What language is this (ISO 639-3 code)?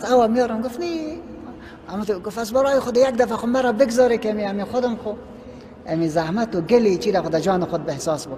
fas